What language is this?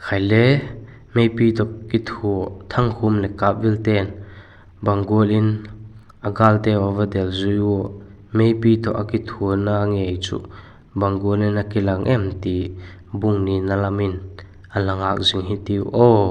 Vaiphei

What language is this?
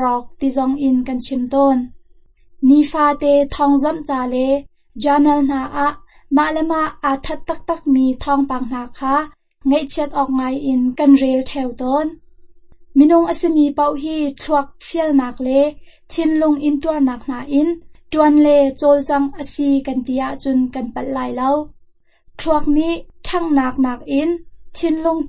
Hakha Chin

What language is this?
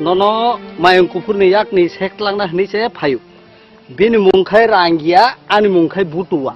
Kok Borok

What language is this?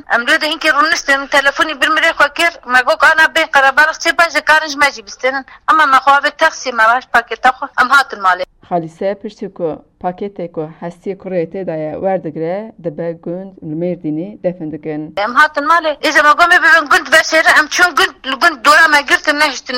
Kurdish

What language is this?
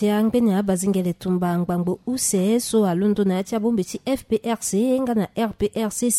Sango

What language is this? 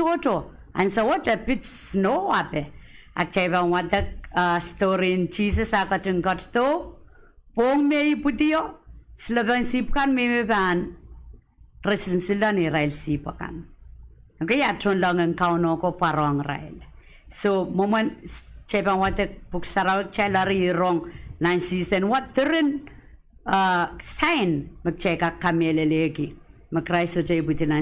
Pohnpeian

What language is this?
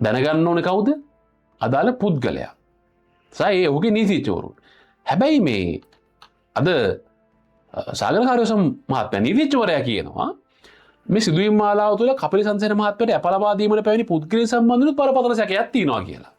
Sinhala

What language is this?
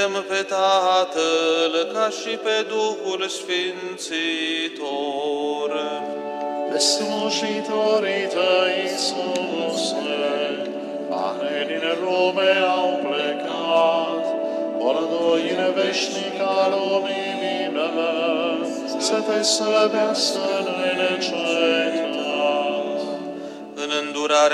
Romanian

